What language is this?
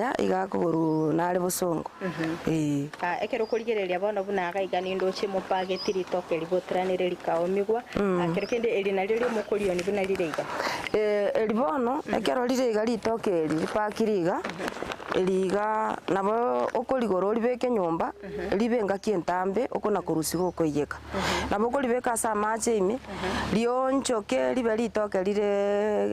Gusii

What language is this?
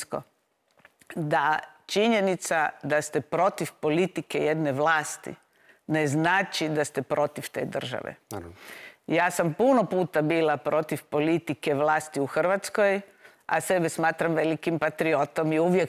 Croatian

